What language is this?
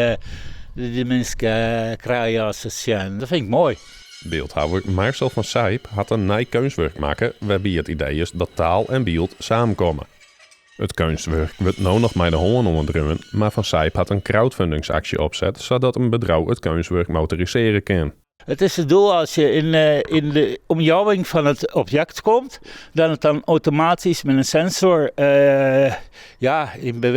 Western Frisian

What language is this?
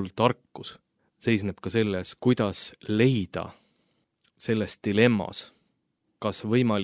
Estonian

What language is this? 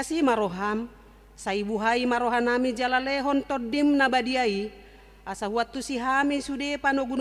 Batak Toba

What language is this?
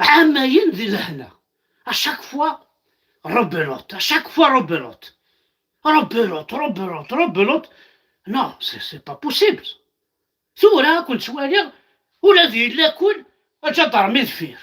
Kabyle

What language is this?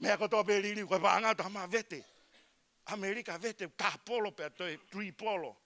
Tongan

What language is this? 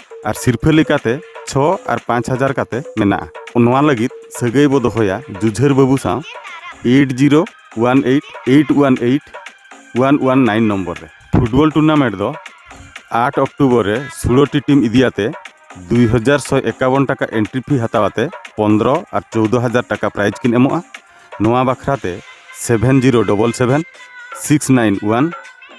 Santali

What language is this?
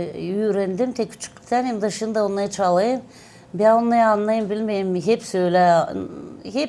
Gagauz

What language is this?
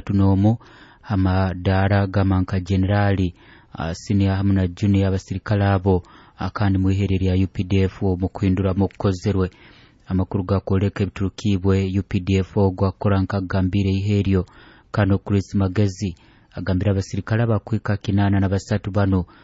Nyoro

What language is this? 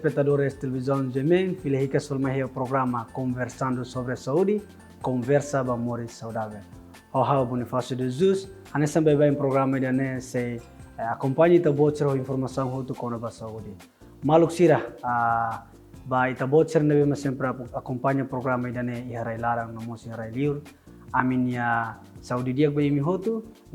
Tetum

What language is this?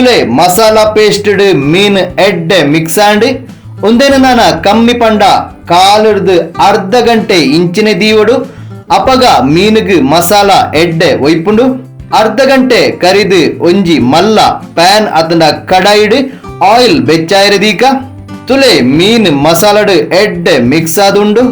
Tulu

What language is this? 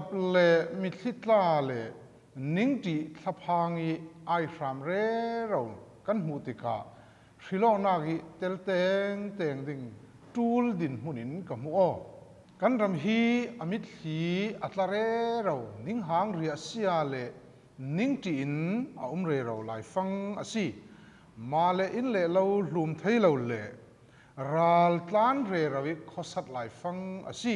Falam Chin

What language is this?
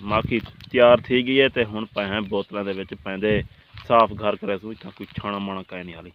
Saraiki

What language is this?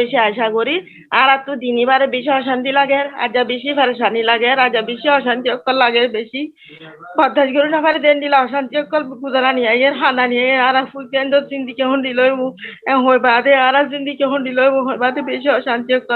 Rohingya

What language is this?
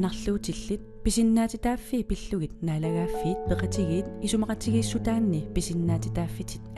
Kalaallisut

